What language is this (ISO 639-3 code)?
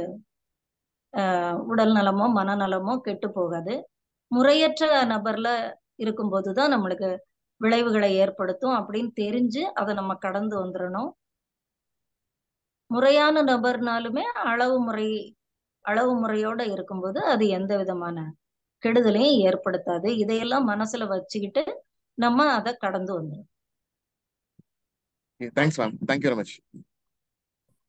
tam